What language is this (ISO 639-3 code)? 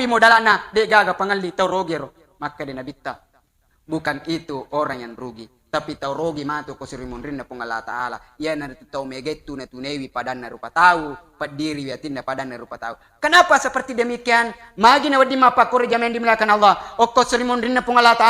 bug